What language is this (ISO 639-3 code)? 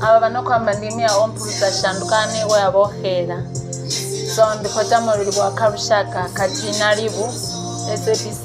ven